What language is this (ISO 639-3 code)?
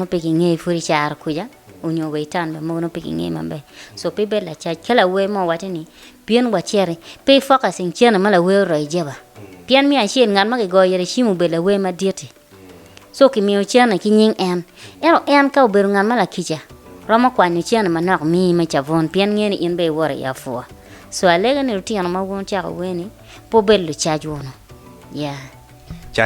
ach